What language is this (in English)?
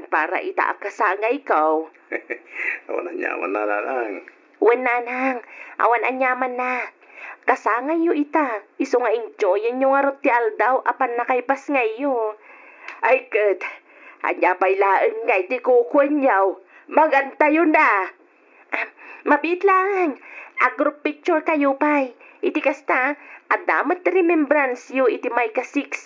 Iloko